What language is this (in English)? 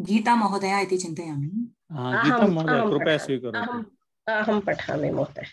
Sanskrit